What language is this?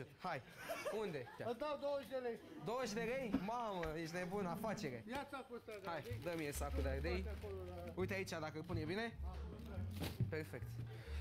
Romanian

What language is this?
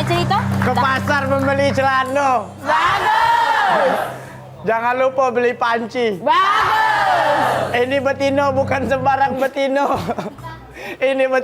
Musi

